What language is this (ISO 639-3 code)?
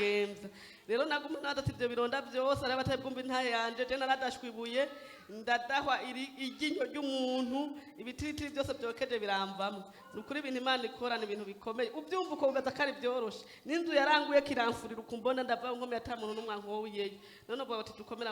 run